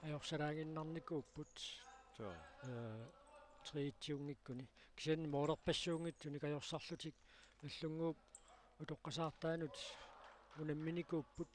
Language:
Kalaallisut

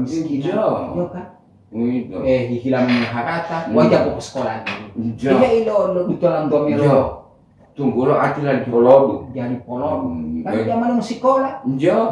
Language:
Gorontalo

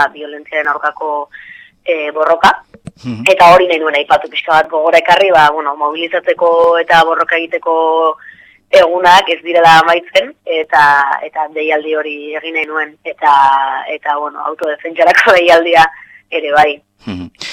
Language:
Basque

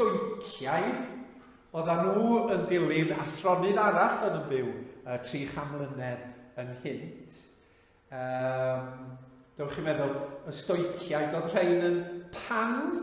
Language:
Welsh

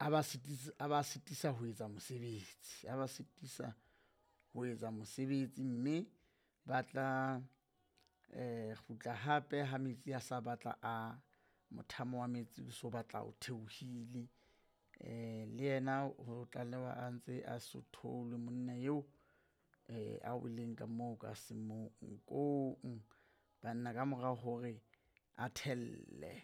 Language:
Southern Sotho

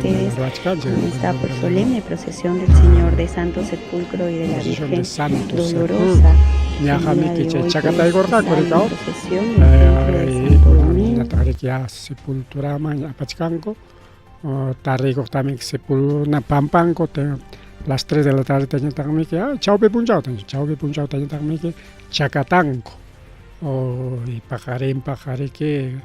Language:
Ayacucho Quechua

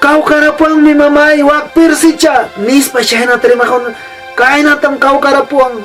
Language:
Ayacucho Quechua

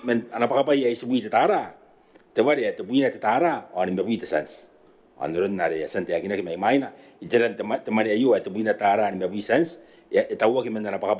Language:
Gilbertese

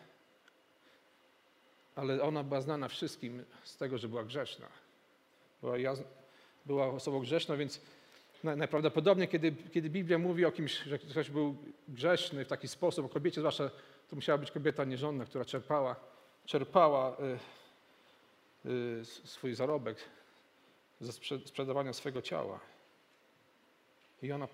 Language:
Polish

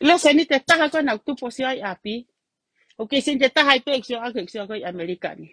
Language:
Tongan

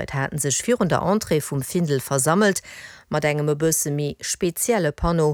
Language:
Luxembourgish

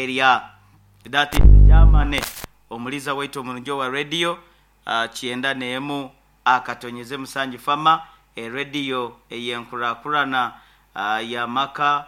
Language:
Nyoro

